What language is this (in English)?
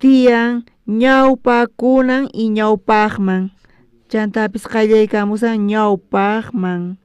South Bolivian Quechua